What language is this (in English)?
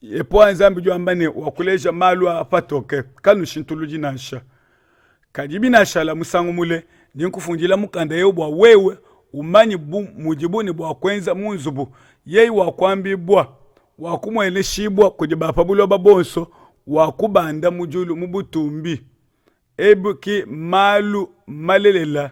Luba-Lulua